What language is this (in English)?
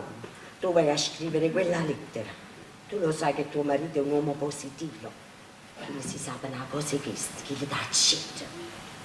Neapolitan